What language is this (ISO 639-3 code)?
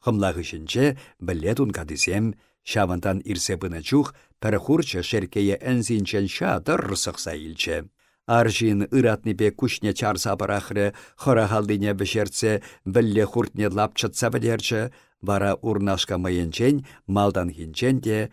chv